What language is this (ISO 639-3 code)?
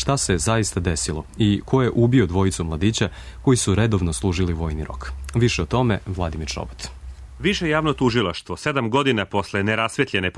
srp